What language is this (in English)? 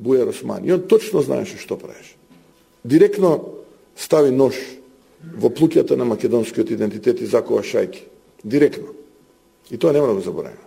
Macedonian